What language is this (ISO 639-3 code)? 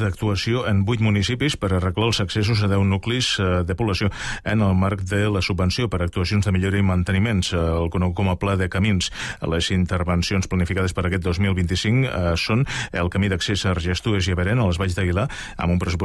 cat